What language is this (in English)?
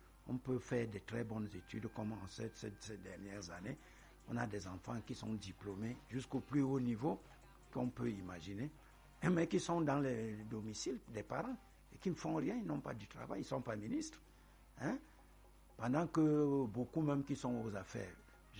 French